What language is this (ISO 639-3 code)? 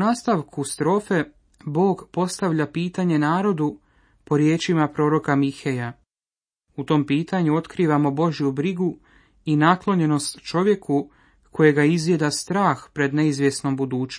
hrv